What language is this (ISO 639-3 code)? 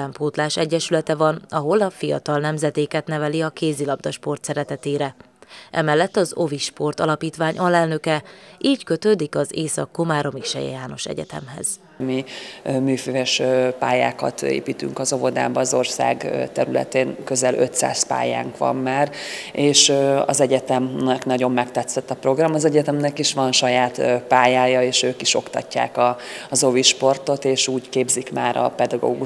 hun